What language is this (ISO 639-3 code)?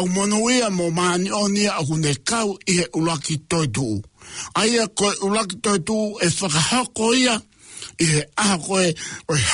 ton